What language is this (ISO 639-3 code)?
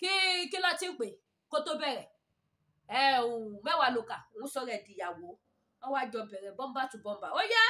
yor